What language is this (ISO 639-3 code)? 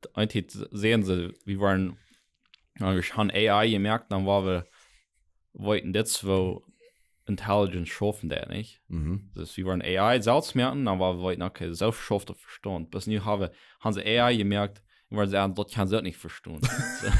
pdt